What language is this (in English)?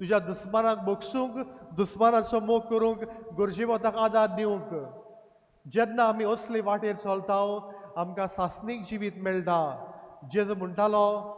Konkani